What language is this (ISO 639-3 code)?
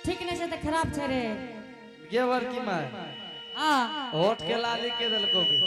anp